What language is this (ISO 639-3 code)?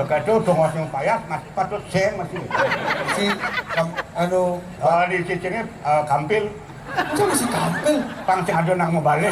ban